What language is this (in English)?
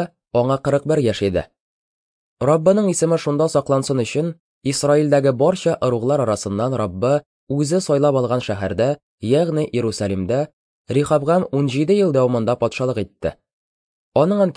Tatar